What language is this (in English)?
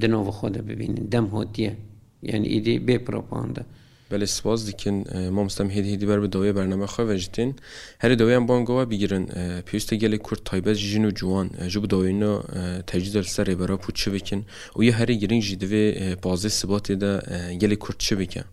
Kurdish